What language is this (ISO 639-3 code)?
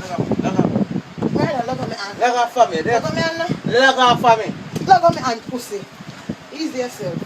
jam